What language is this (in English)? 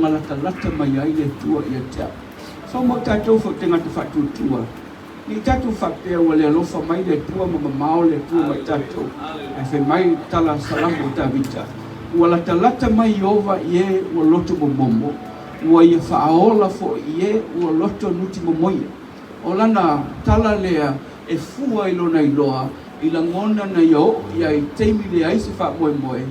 Samoan